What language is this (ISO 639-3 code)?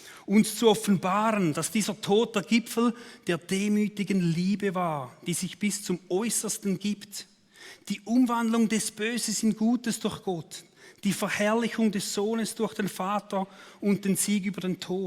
gsw